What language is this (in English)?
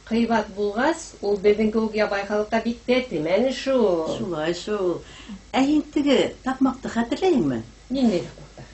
Bashkir